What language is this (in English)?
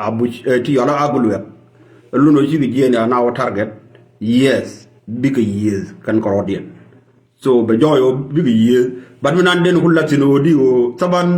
Nuer